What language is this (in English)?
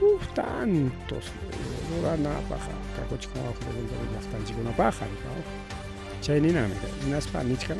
Ayacucho Quechua